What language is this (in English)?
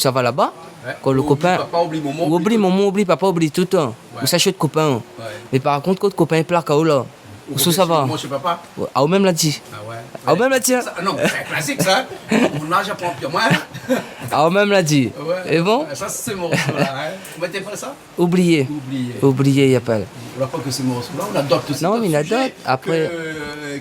Réunion Creole French